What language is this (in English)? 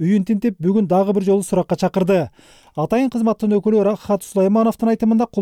Kyrgyz